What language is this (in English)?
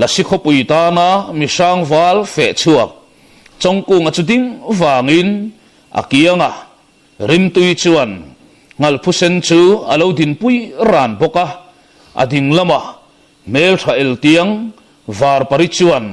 Mizo